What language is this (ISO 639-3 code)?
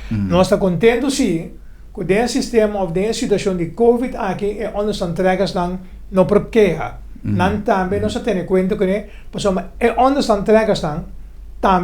pap